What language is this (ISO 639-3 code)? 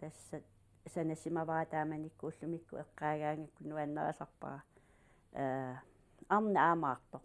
kal